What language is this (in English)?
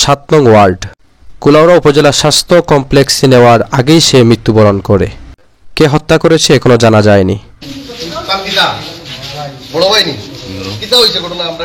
Sylheti